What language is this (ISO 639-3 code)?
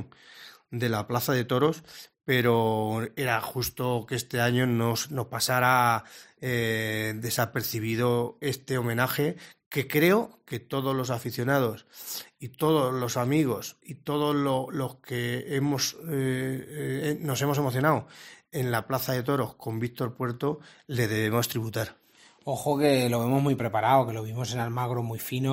spa